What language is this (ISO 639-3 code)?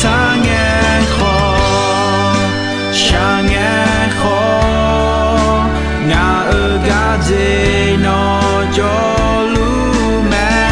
ahk